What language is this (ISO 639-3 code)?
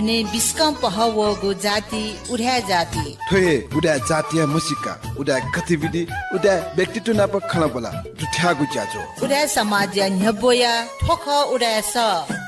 new